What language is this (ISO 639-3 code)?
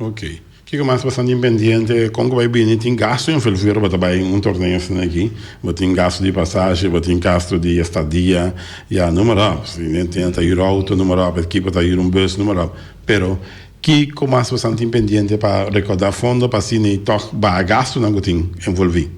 pap